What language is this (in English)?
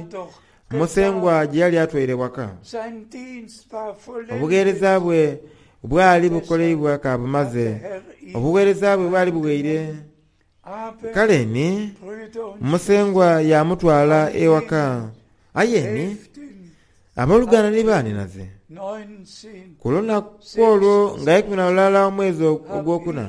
Soga